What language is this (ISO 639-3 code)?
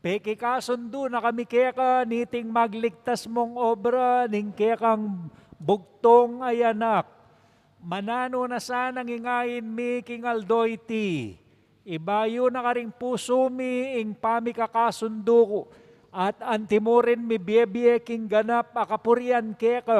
pam